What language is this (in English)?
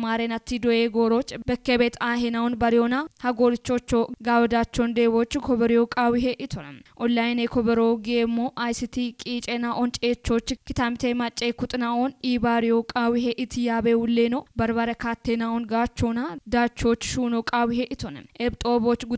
Kafa